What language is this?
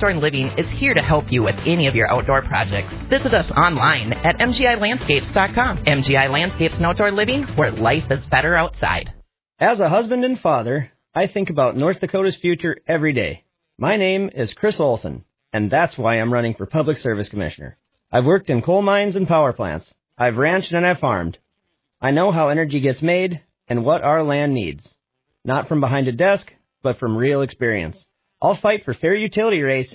English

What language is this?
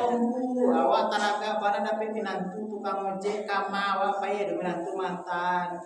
Minangkabau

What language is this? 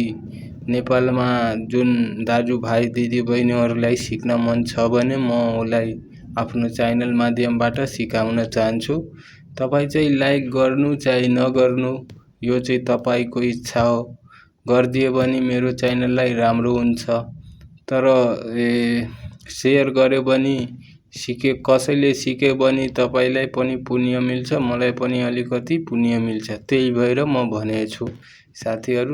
Nepali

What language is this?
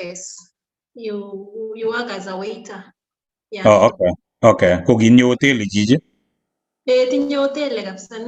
Kalenjin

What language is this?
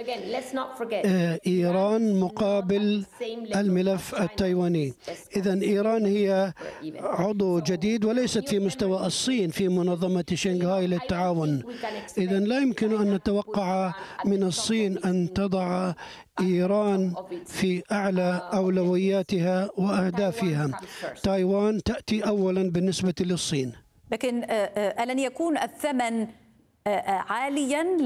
Arabic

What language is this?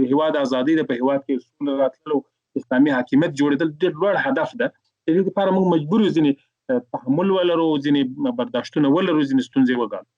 Pashto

